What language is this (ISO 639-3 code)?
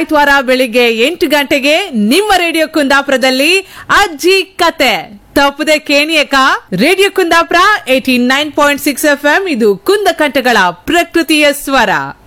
kan